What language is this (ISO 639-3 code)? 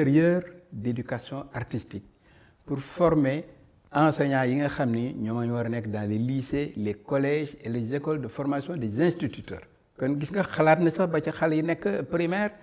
wol